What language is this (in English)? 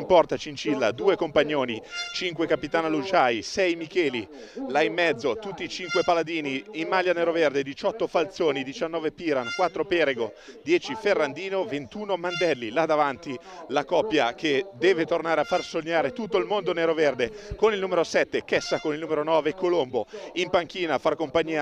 Italian